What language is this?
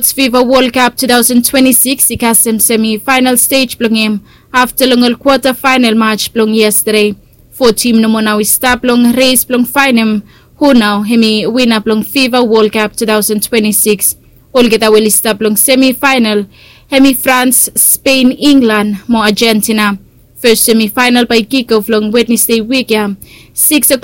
Bislama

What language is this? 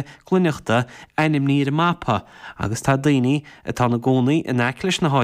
Irish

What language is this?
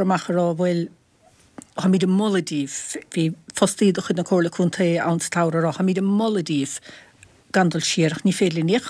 Irish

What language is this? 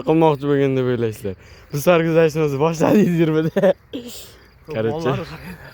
Uzbek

